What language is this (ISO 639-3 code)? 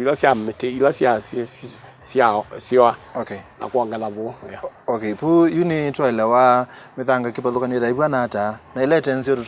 kam